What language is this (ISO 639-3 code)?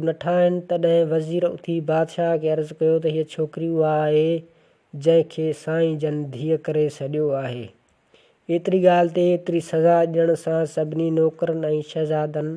snd